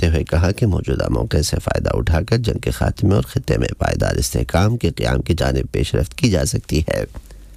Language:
Urdu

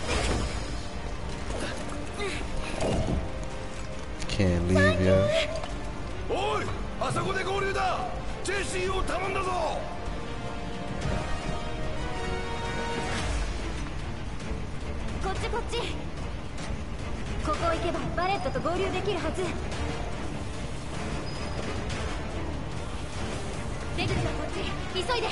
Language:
Japanese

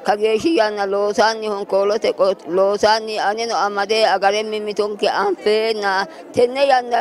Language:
Sidamo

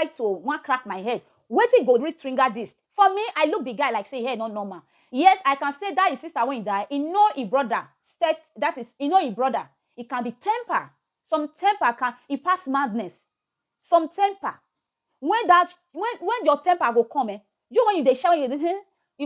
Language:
Nigerian Pidgin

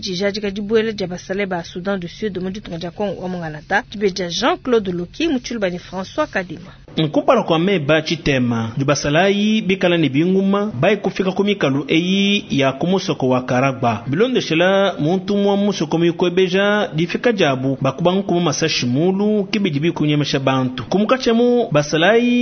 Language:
Luba-Lulua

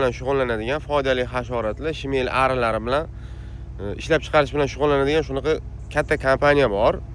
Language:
Uzbek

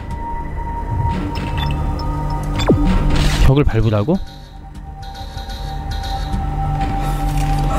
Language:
Korean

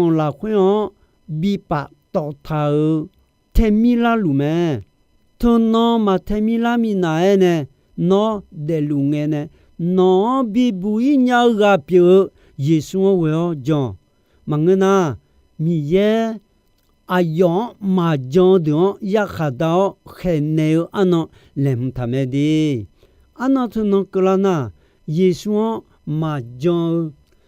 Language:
Akha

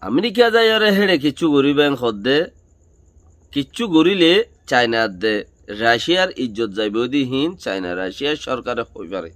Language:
Rohingya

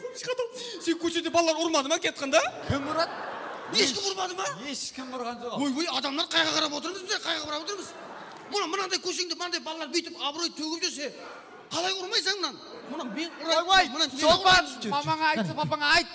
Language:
Kara-Kalpak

